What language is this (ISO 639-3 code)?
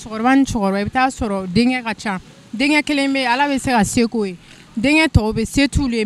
bam